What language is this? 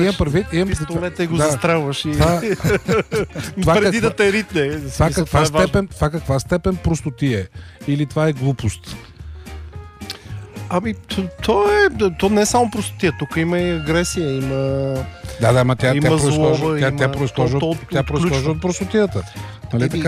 Bulgarian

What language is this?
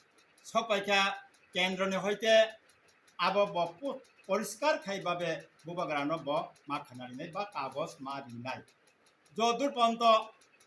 Kok Borok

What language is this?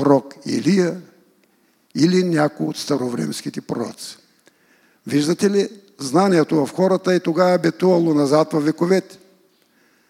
Bulgarian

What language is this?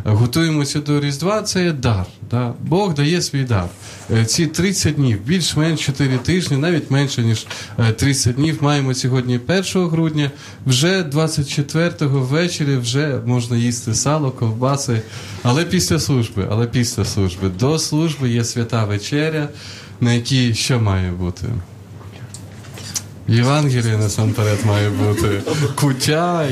Ukrainian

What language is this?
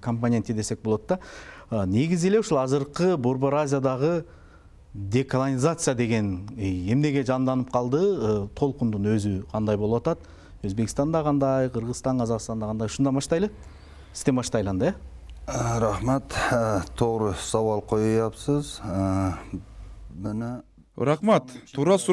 Kyrgyz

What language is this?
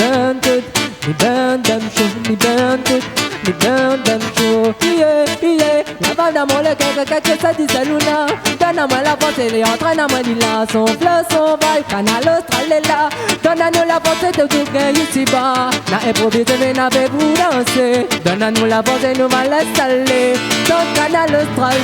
Réunion Creole French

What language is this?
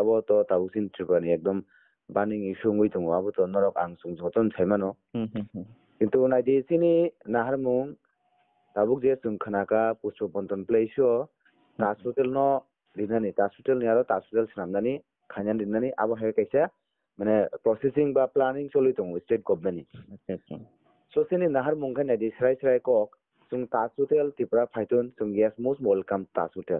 Kok Borok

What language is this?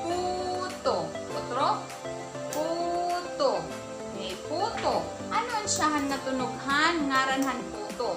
Waray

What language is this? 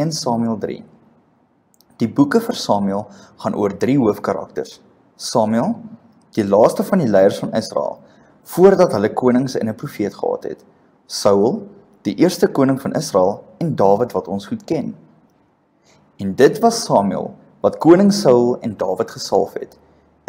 Afrikaans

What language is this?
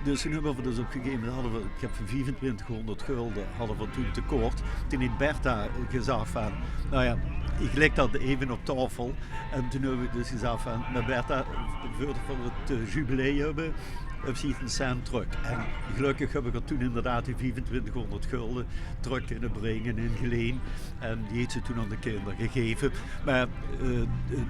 Limburgish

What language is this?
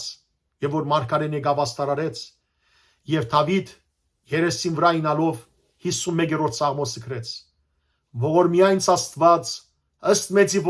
Western Armenian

